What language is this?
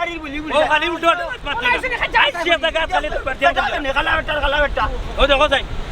Sylheti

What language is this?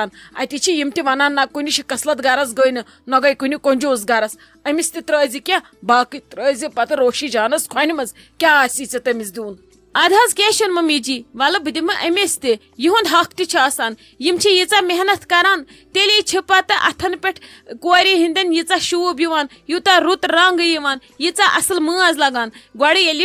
Kashmiri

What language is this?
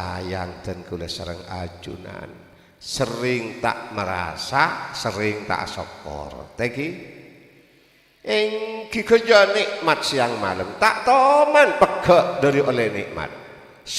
Madurese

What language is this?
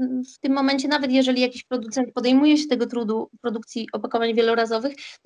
Polish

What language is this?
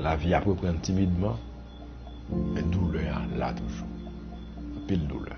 Haitian Creole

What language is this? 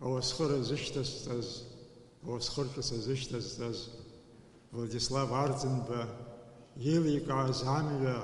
Abkhazian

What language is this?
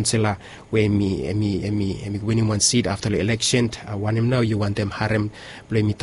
Bislama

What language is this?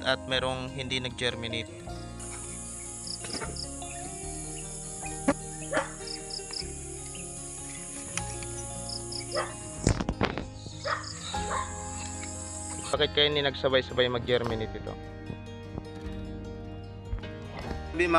Filipino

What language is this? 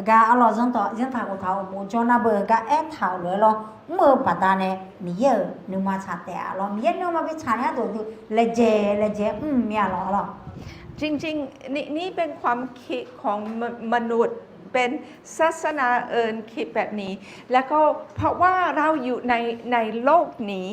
Akha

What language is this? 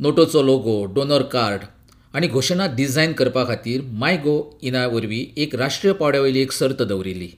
Konkani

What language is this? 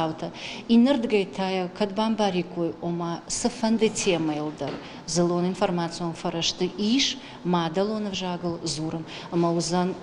Ossetic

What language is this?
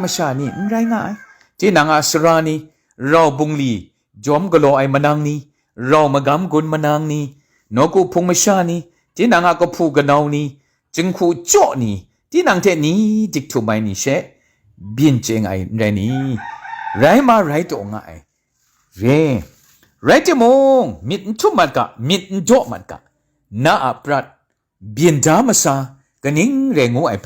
Kachin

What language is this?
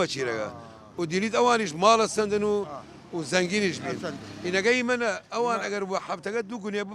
Southern Kurdish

